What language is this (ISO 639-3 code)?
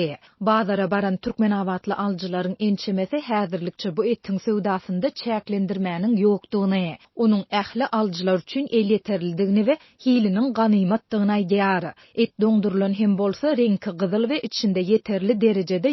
tuk